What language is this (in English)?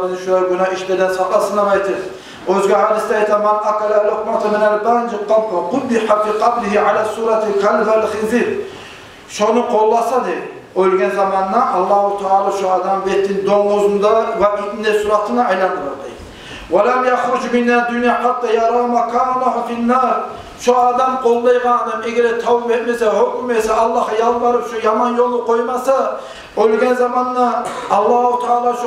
Kumyk